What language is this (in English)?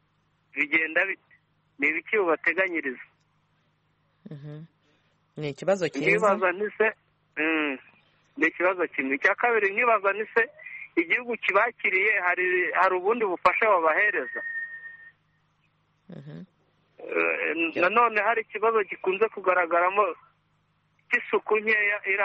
Kinyarwanda